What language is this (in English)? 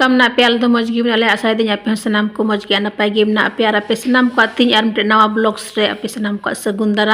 Santali